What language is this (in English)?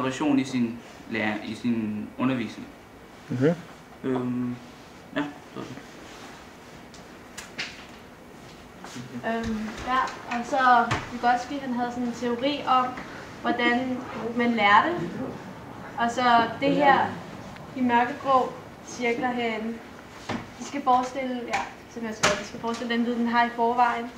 Danish